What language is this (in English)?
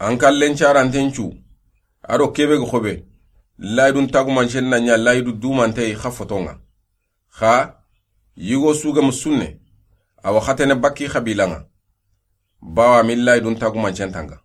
Soninke